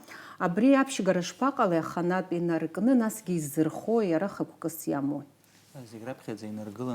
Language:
Abkhazian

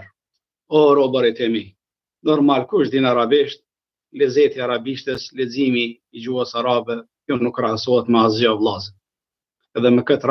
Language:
Albanian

